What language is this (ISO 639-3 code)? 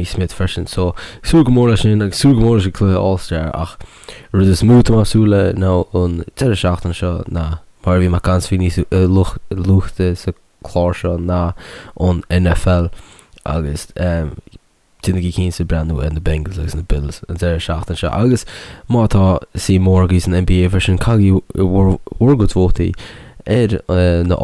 gle